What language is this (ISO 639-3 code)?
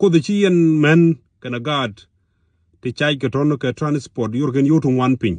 nus